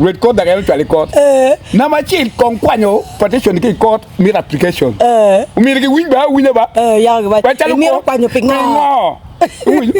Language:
Acoli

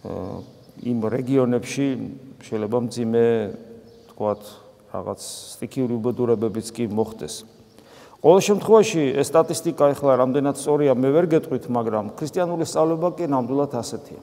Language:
Georgian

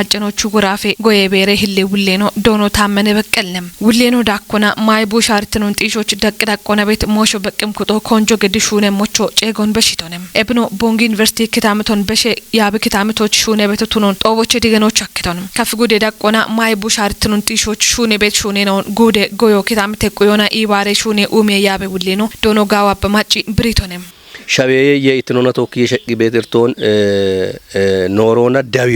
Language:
Kafa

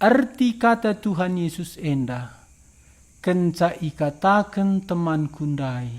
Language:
Batak Karo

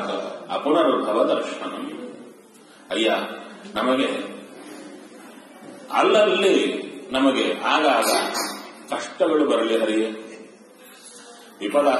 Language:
Kannada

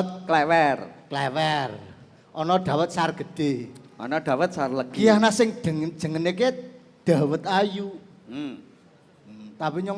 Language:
Javanese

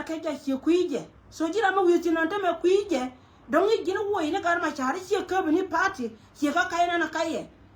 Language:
Nuer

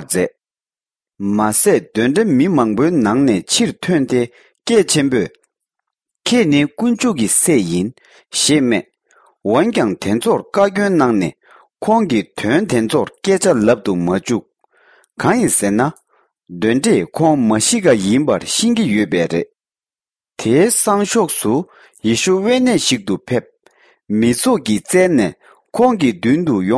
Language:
Tibetan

